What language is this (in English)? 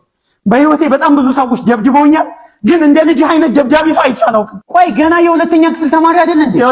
Amharic